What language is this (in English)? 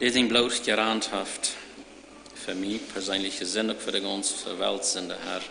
Plautdietsch